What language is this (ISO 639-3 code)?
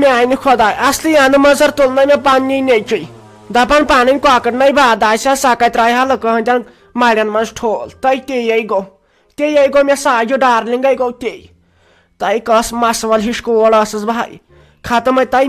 kas